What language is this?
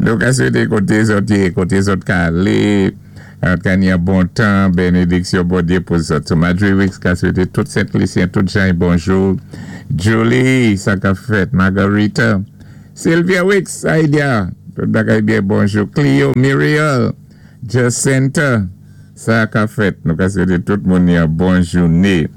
Saint Lucian Creole French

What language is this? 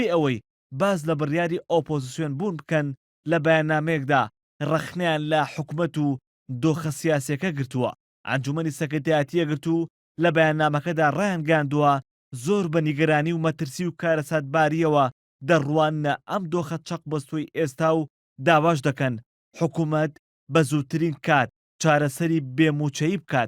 Central Kurdish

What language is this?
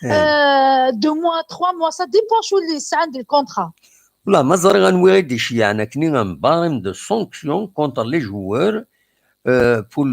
Kabyle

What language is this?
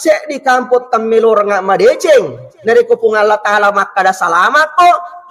Buginese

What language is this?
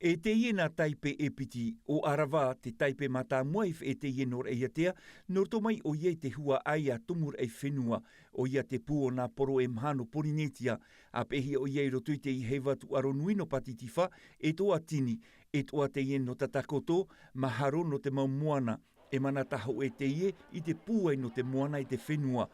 Tahitian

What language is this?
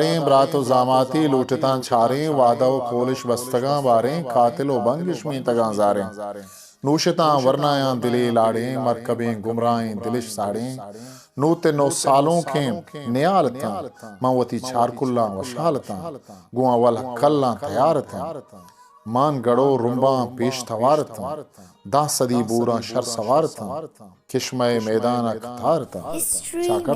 Eastern Balochi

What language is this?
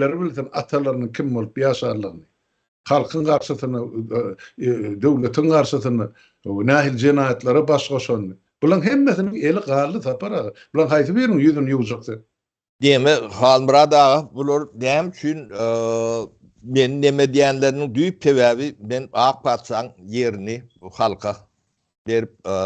Turkmen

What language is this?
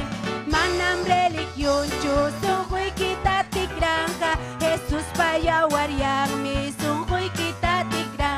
Ayacucho Quechua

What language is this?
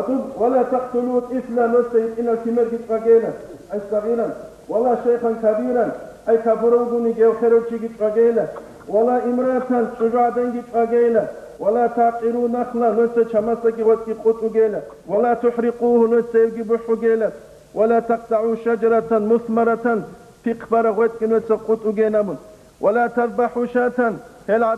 Avaric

